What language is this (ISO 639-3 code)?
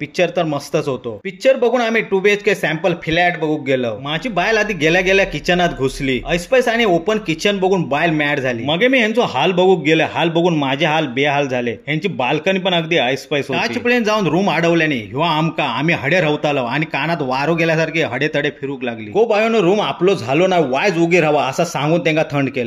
kok